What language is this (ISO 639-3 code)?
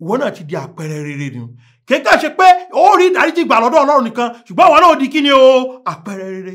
yor